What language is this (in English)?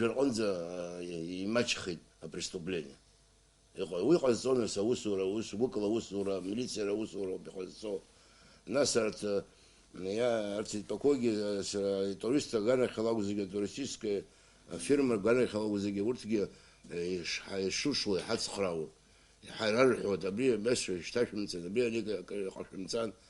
Abkhazian